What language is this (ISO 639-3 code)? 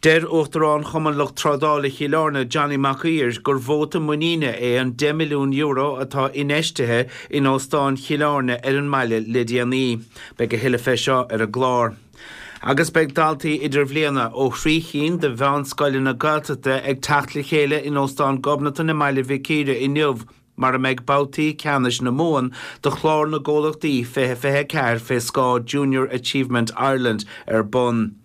gle